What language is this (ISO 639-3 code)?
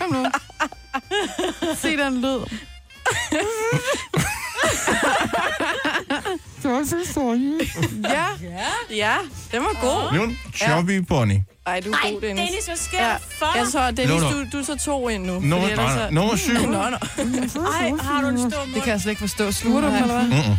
dan